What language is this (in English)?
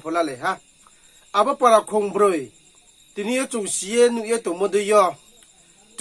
Riang (India)